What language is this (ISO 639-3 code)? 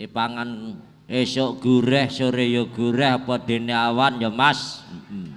jav